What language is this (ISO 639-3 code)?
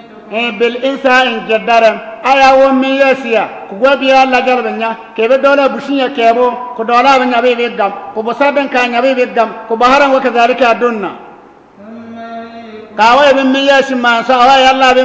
bib